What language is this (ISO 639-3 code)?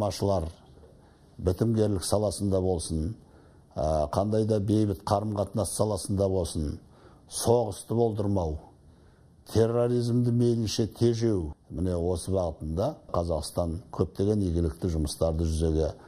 kaz